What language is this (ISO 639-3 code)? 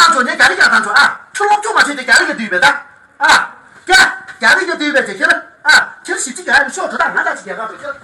bod